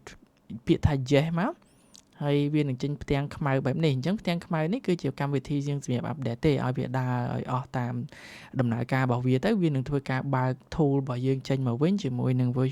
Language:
Khmer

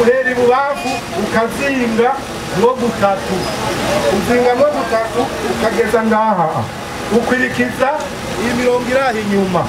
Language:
Rundi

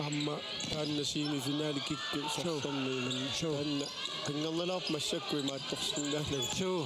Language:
Kalaallisut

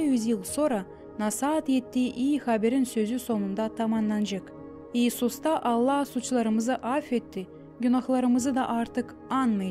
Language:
Gagauz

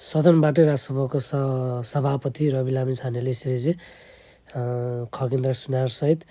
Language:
Nepali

